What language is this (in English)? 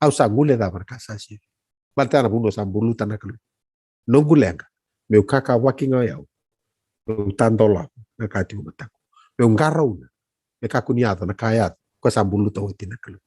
Fijian